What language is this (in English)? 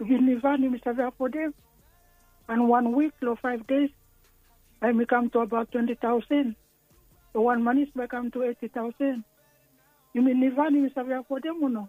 Bislama